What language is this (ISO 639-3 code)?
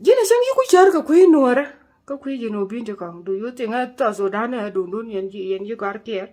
nus